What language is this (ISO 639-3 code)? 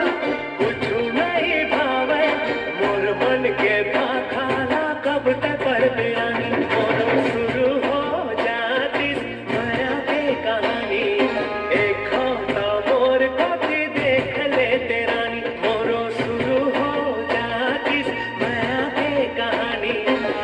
hne